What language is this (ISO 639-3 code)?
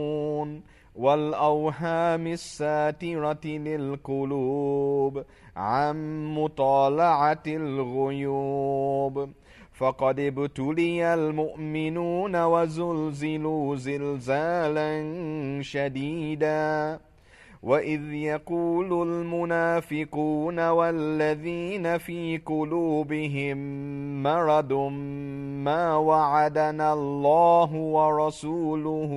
ara